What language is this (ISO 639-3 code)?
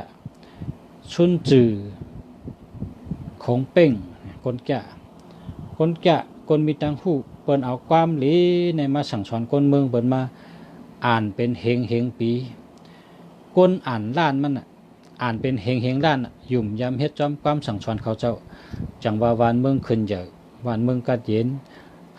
shn